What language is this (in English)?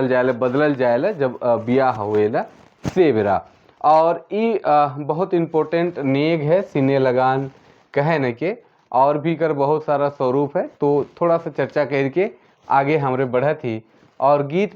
Sadri